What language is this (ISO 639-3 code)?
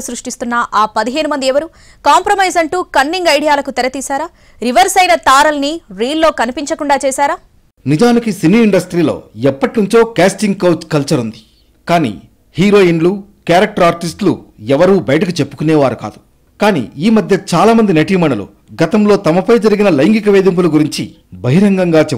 tel